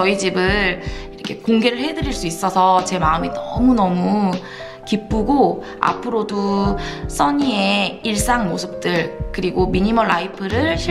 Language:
Korean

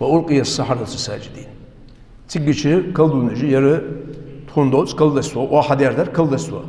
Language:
Ingush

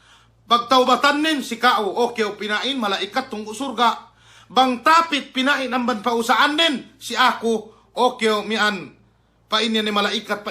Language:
Yakan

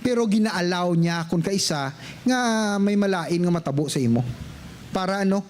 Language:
Hiligaynon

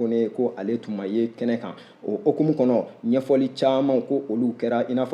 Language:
Bambara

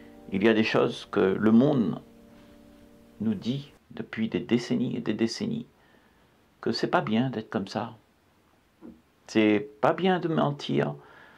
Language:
French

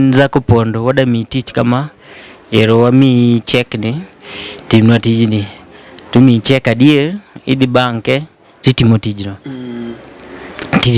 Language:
Luo (Kenya and Tanzania)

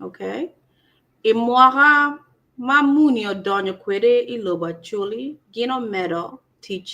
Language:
Acoli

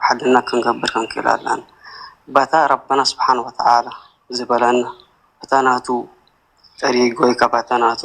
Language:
Tigrinya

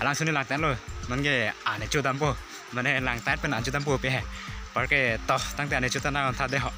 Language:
Karbi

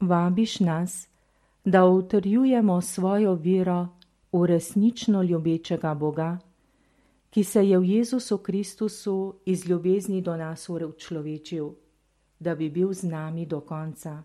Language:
Slovenian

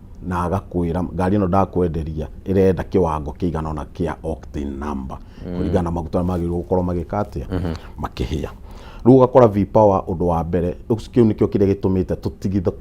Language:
Kikuyu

